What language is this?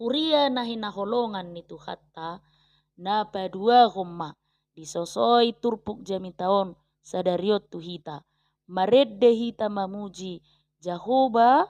Batak Toba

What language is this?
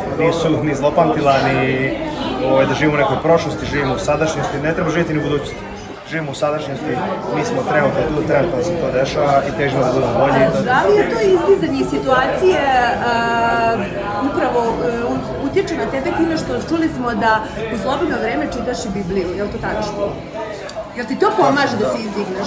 Serbian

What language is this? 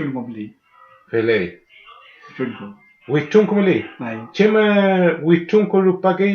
Mapuche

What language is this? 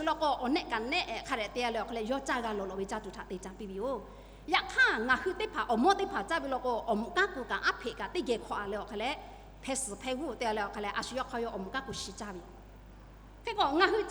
Lahu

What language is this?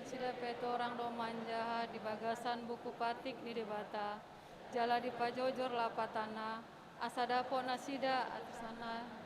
Batak Toba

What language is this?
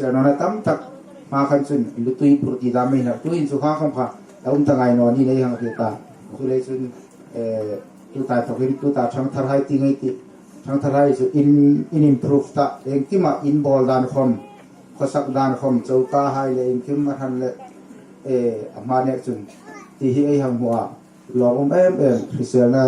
Hmar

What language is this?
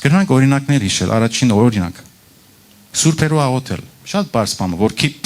Western Armenian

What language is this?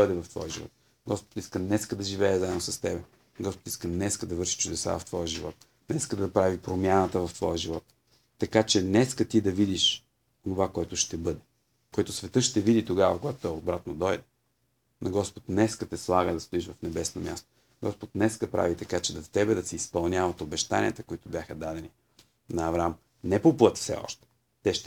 Bulgarian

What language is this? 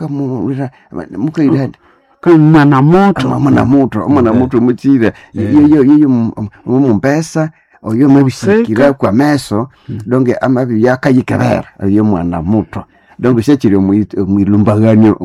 Nande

